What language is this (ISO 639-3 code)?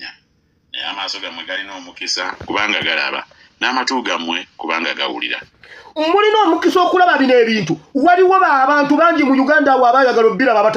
lug